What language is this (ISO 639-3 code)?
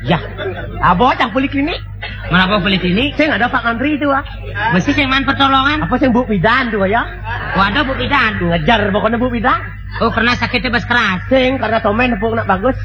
ban